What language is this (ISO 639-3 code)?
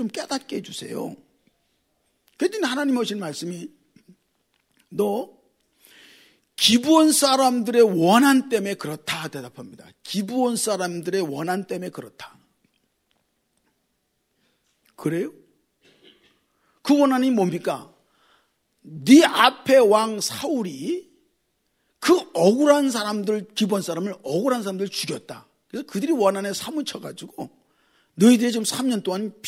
kor